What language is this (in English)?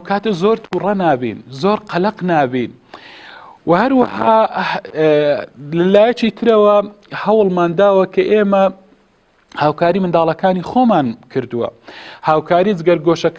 Central Kurdish